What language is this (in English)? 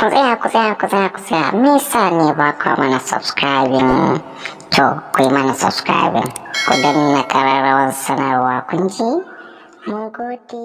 Hausa